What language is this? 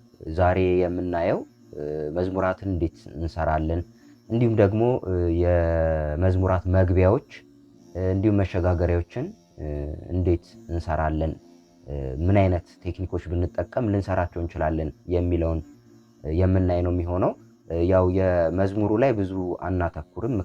Amharic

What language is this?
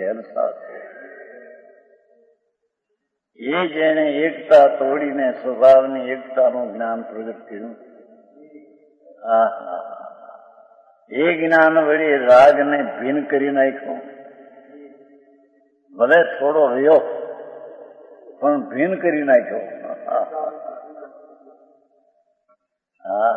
Gujarati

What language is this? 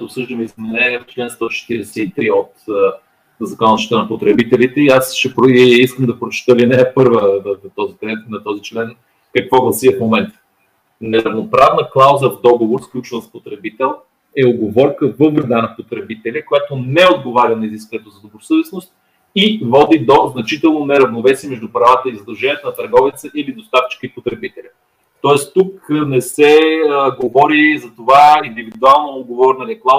Bulgarian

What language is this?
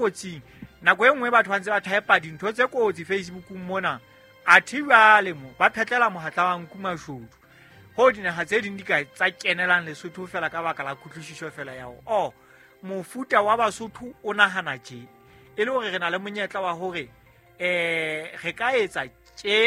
Southern Sotho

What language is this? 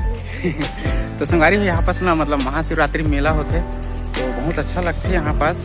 Chhattisgarhi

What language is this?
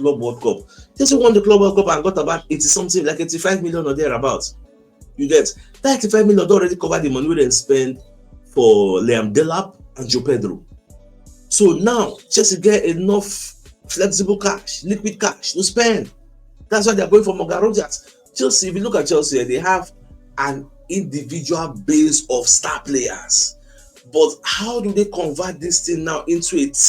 Nigerian Pidgin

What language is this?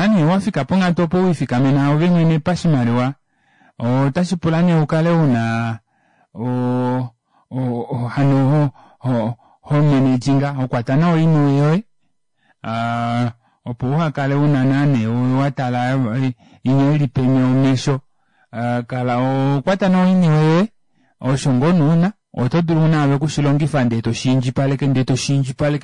Kuanyama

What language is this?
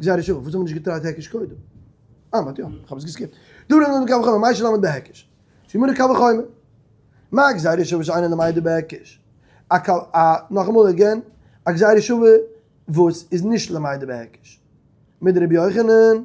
Yiddish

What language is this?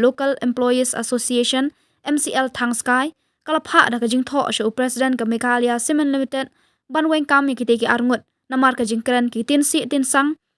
Khasi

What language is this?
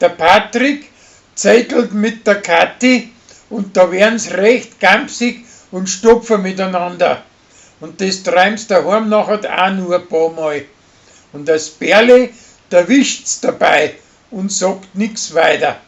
Bavarian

